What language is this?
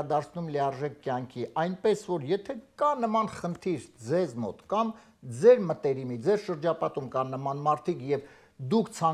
Armenian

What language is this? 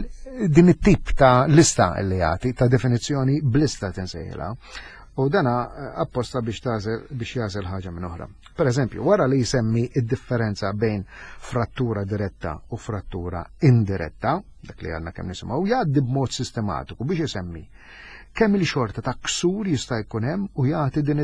Maltese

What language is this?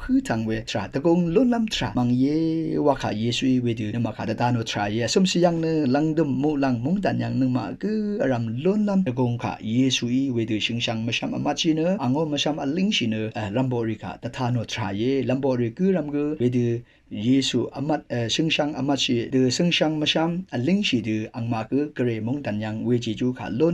Rawang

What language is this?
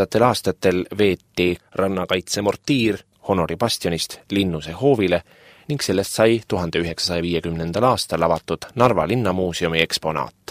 Estonian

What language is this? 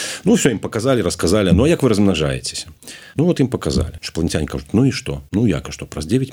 Belarusian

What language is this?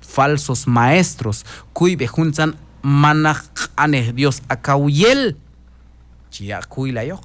Q'anjob'al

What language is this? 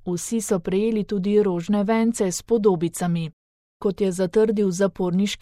Slovenian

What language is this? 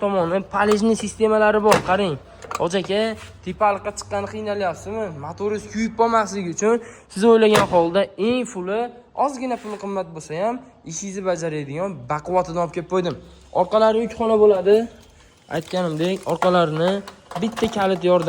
Uzbek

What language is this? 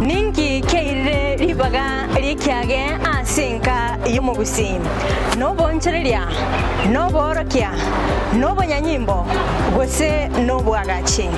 Gusii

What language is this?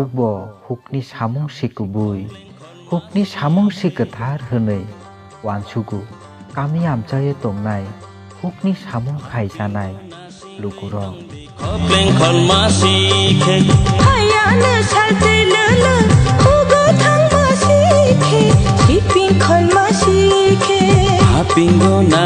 Kok Borok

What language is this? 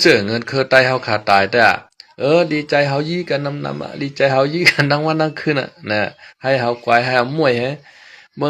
Shan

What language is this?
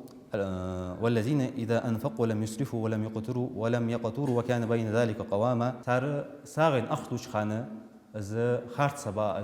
Ingush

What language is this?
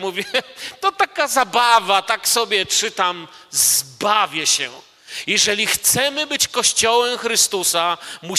Polish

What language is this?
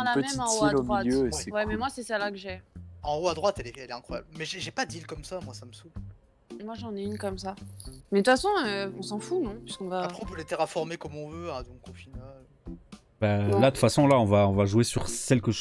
French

